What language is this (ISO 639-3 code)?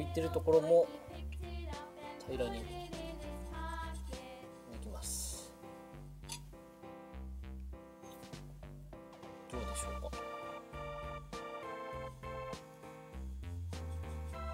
jpn